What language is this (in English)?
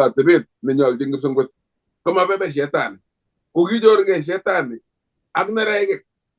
Kalenjin